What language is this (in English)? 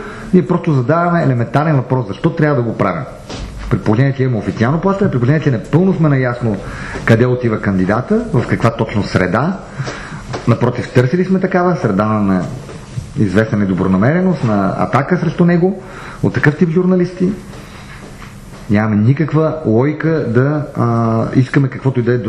Bulgarian